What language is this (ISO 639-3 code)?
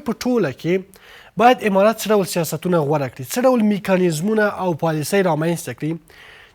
pus